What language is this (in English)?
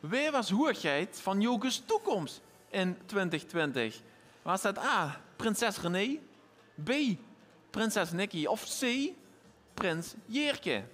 Limburgish